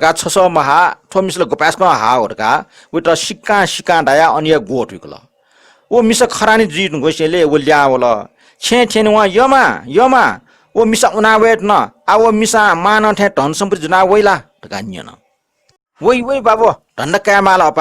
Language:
Newari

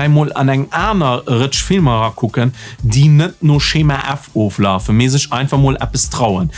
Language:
Luxembourgish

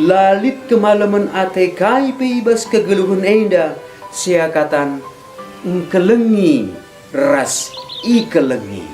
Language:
Batak Karo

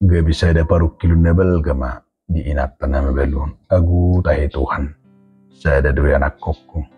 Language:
Batak Toba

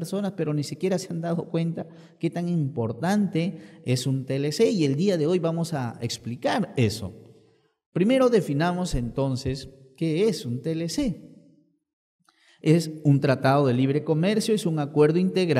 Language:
Spanish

